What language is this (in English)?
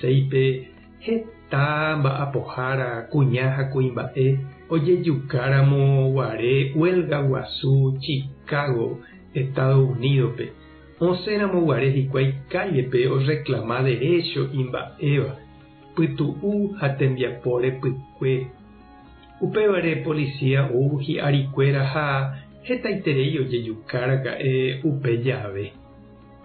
Guarani